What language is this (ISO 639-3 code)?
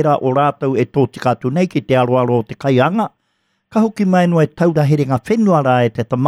mri